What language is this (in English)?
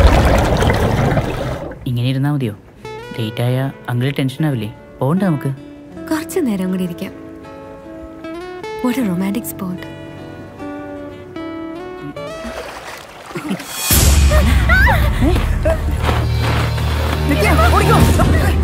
Malayalam